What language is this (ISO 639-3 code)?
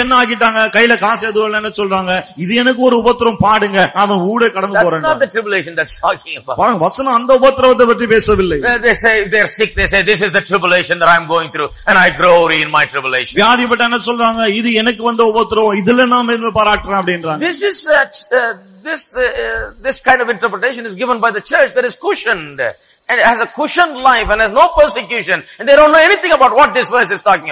tam